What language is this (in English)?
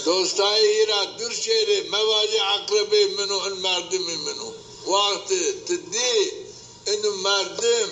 Zaza